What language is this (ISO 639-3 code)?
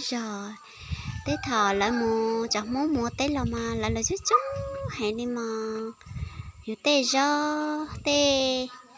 hmn